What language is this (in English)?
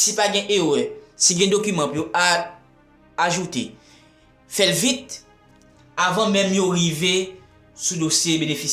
Haitian Creole